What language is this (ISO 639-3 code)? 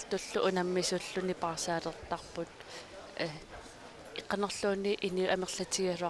kal